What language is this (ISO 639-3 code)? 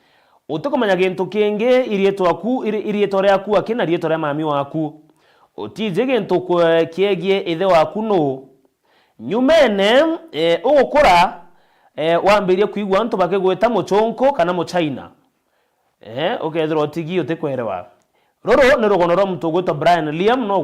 mer